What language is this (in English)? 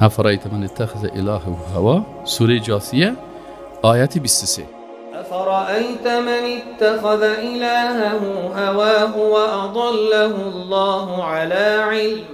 Persian